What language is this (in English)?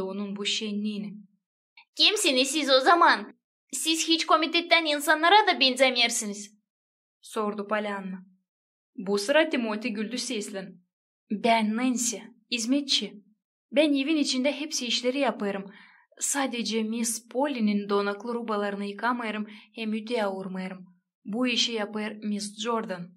Gagauz